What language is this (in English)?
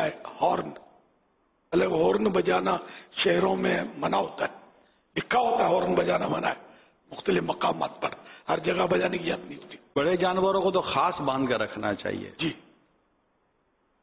Urdu